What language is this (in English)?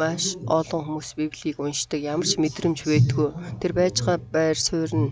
Mongolian